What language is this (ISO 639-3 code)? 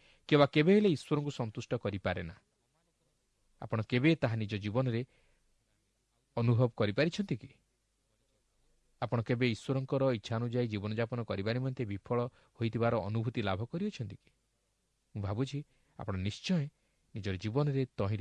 ori